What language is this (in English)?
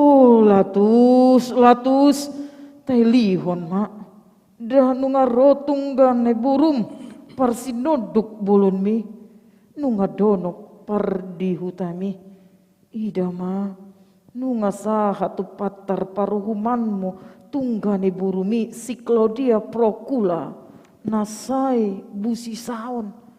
Batak Toba